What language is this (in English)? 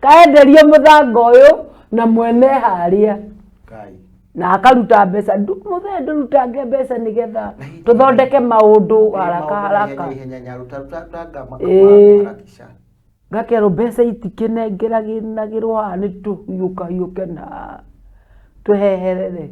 Kikuyu